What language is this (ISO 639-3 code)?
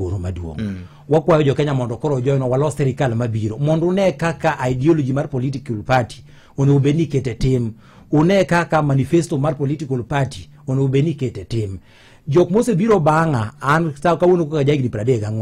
luo